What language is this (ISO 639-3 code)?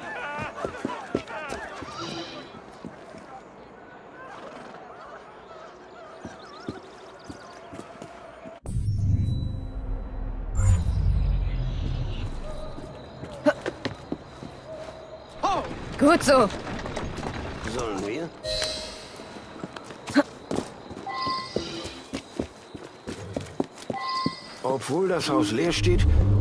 deu